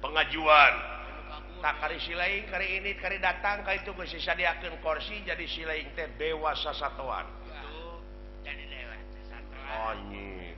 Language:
Sundanese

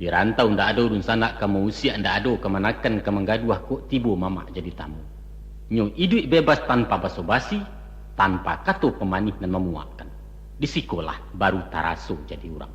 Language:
Minangkabau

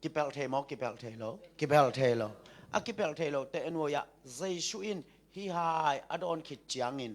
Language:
Tedim Chin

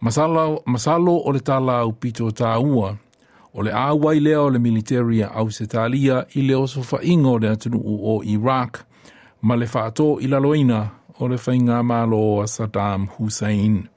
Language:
Samoan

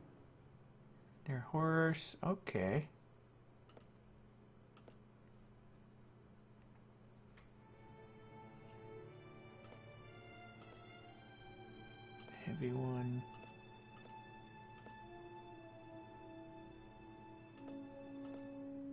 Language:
English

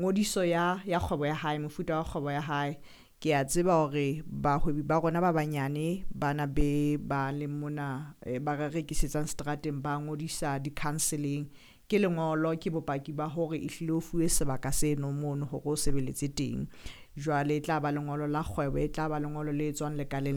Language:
Southern Sotho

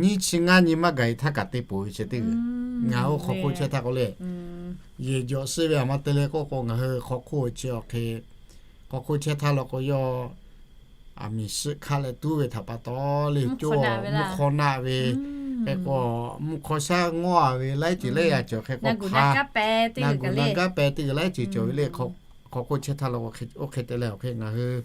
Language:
Lahu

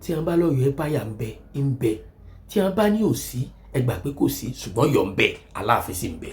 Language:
Yoruba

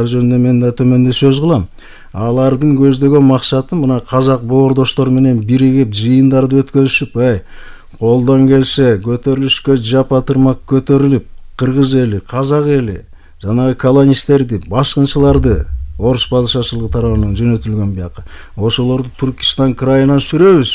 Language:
Kyrgyz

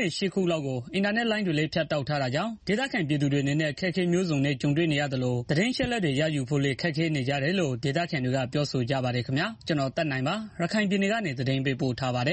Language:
Burmese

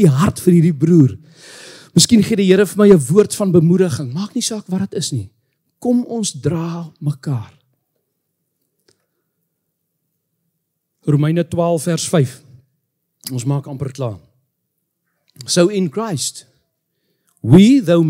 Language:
Afrikaans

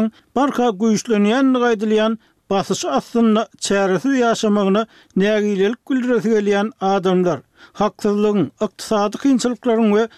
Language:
Turkmen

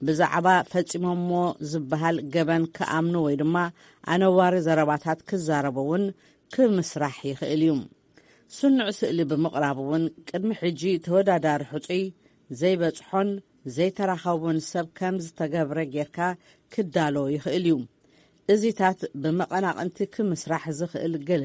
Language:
Tigrinya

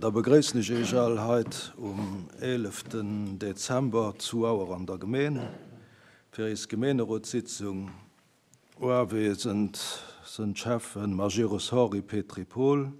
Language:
Luxembourgish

